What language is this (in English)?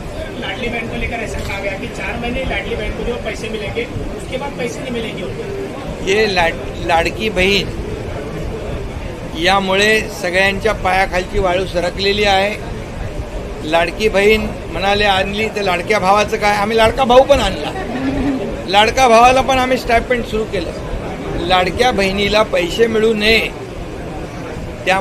Marathi